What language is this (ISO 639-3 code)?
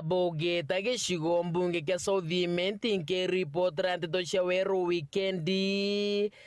mer